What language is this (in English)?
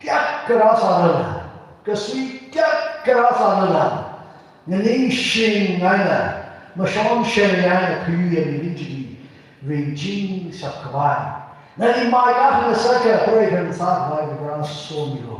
Tangkhul Naga (India)